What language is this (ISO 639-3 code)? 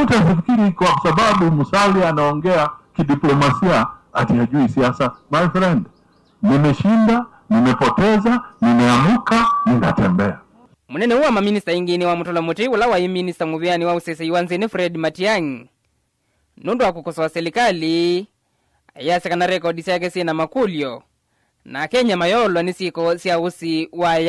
kam